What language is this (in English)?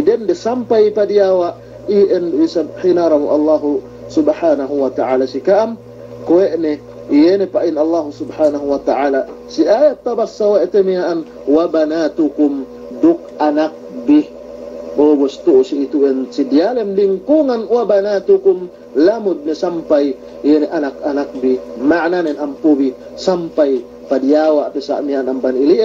Yakan